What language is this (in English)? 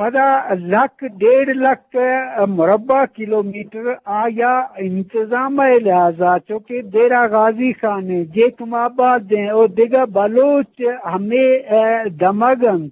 Eastern Balochi